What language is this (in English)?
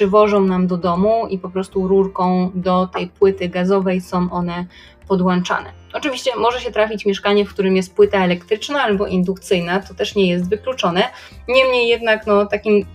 Polish